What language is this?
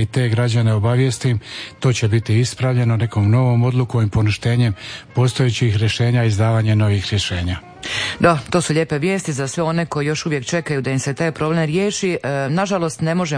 Croatian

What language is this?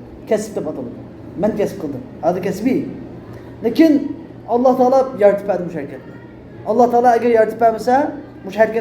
Uyghur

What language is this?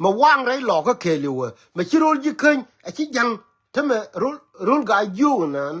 Nuer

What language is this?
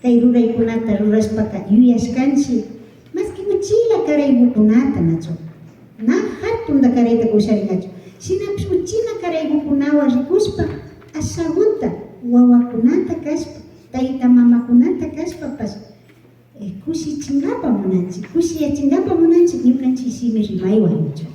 Imbabura Highland Quichua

